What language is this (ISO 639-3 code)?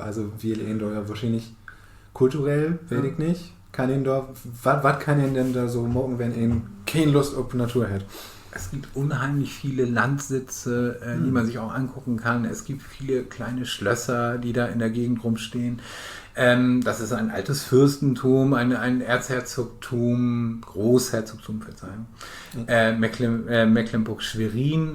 nds